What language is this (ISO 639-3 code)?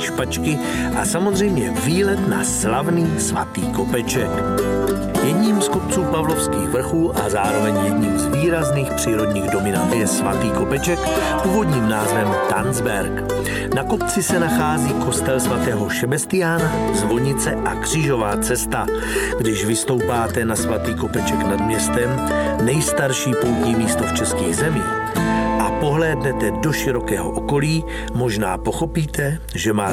ces